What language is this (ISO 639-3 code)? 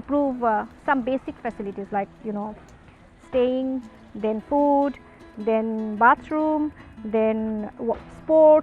tet